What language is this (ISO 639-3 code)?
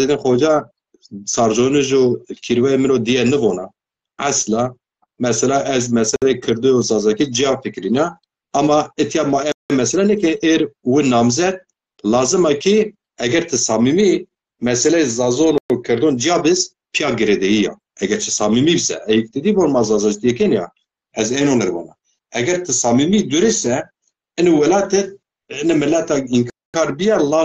zza